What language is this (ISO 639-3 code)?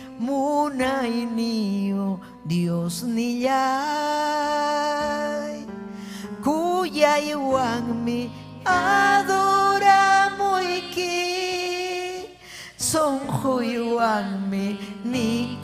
quy